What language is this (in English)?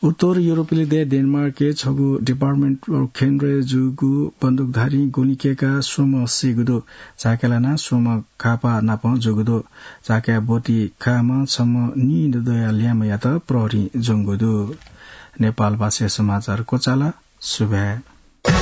Newari